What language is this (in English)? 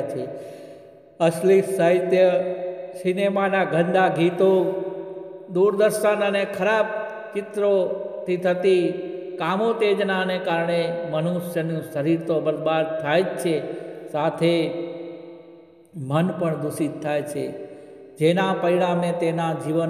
Gujarati